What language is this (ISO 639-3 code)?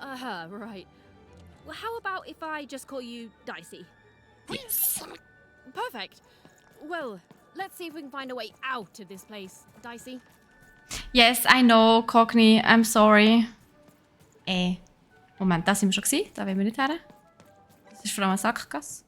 gsw